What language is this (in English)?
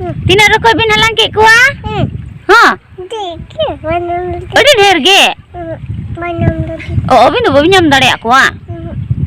Santali